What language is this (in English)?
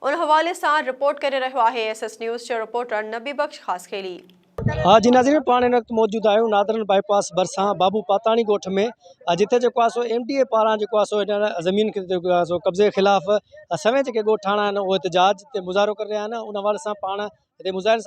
Sindhi